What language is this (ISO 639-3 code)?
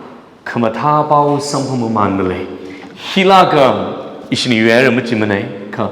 nmf